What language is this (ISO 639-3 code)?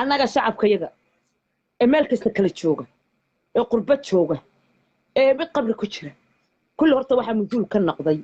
som